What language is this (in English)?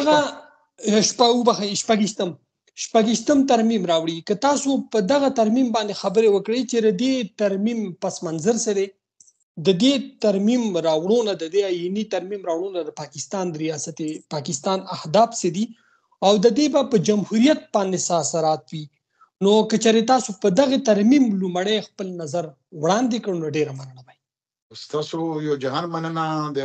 Pashto